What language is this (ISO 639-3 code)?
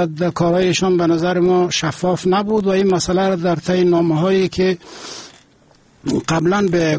fas